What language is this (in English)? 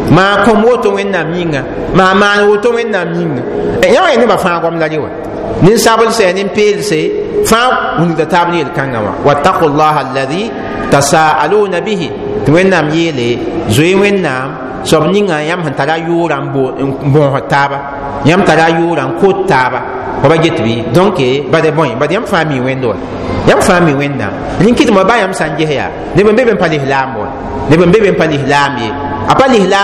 Mossi